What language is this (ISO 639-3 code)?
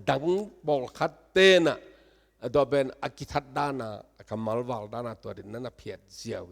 ctd